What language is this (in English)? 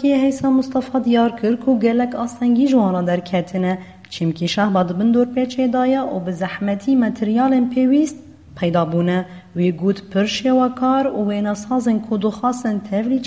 Kurdish